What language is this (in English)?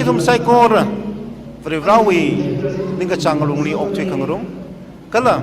Tangkhul Naga (India)